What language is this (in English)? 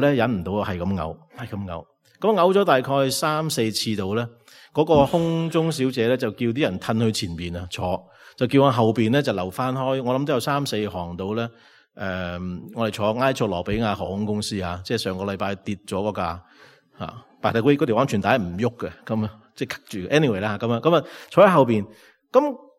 Cantonese